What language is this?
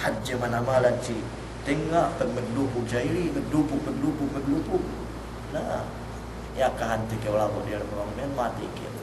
Yakan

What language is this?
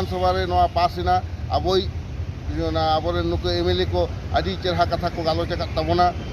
Santali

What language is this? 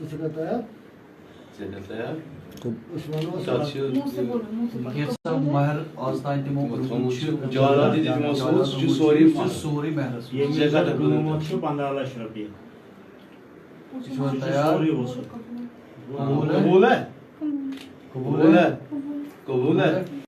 Kashmiri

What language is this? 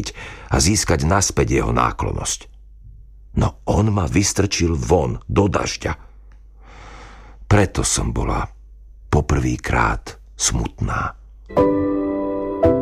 Slovak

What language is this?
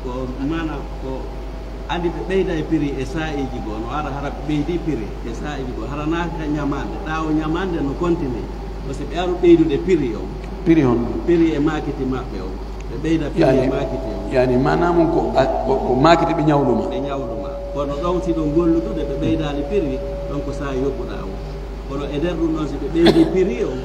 Pular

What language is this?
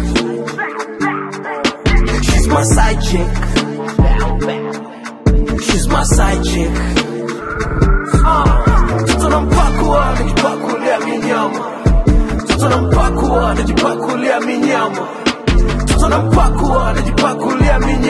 Swahili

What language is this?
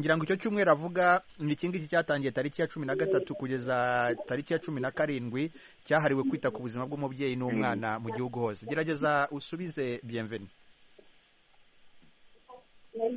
Kinyarwanda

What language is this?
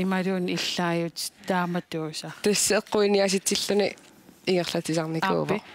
Kalaallisut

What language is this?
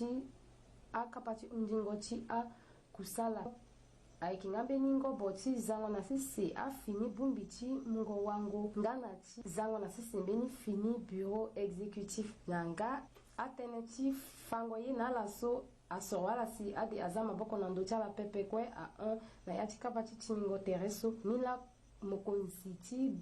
Sango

